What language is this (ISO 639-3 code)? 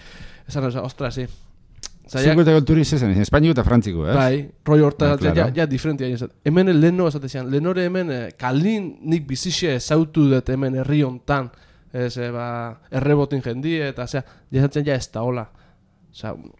eus